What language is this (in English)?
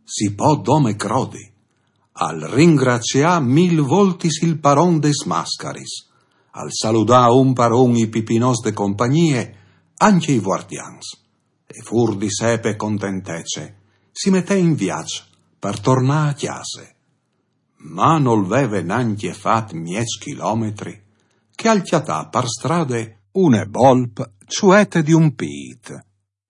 Friulian